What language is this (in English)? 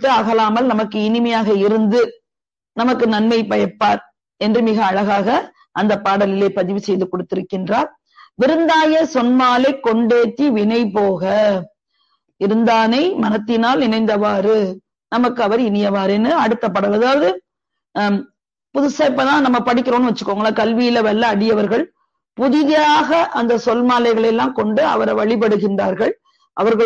Tamil